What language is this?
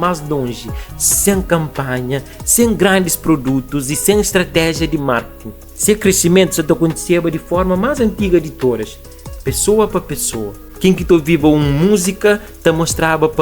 Kabuverdianu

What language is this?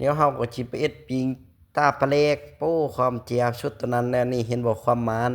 Lao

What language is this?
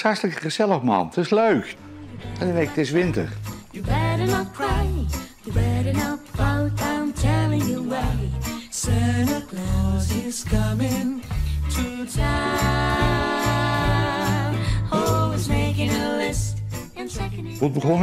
Western Frisian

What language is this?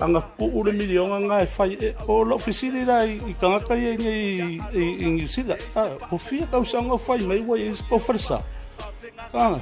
Samoan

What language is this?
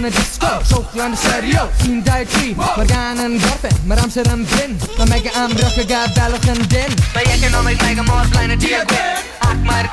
Welsh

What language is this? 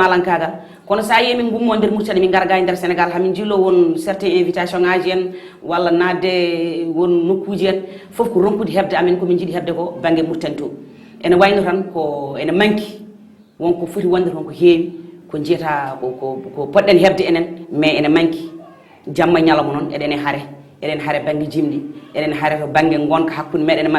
Fula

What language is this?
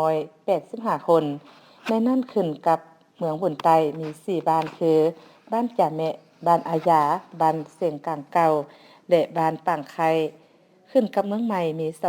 Lao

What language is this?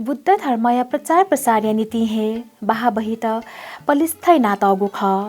Newari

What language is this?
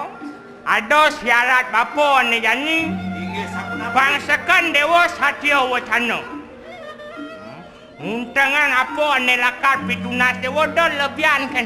Balinese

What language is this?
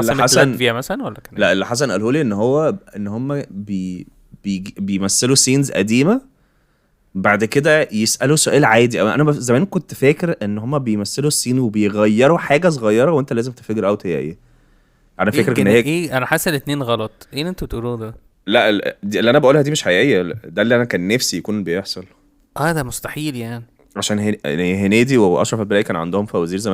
Egyptian Arabic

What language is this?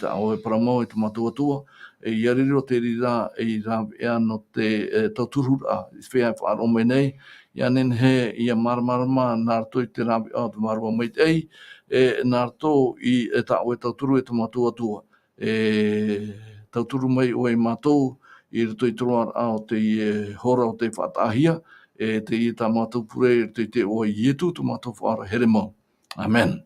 Tahitian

